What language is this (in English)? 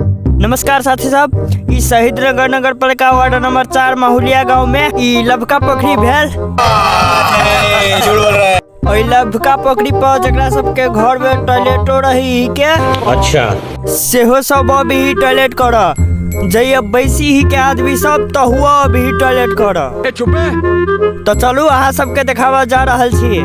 Maithili